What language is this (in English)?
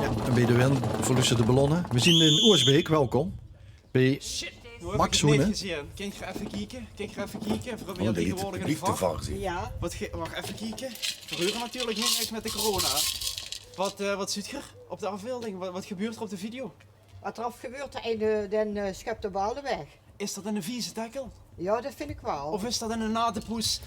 Limburgish